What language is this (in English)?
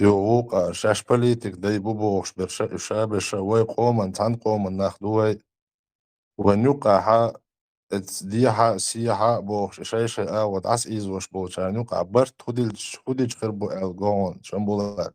Chechen